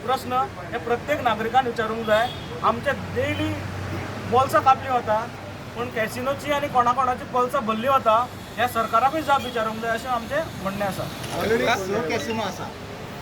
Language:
Konkani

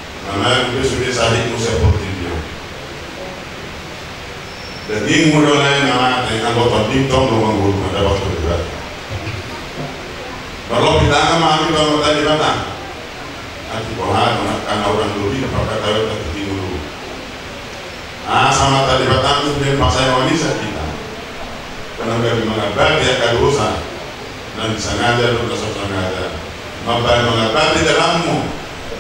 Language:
Indonesian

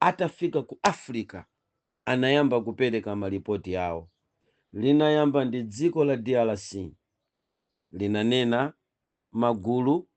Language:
Nyanja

